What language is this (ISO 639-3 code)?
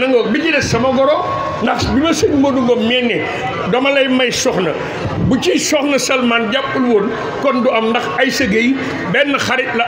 wol